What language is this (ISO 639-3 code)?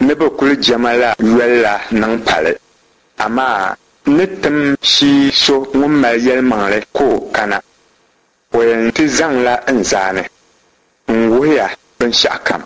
dag